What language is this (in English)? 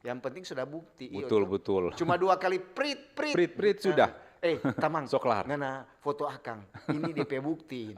Manado Malay